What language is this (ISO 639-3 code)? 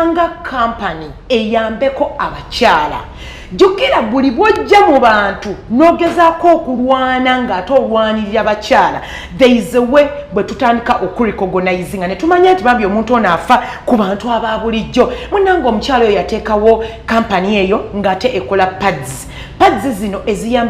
lug